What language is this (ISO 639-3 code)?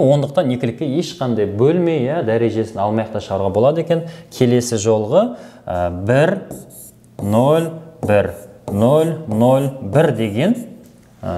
kaz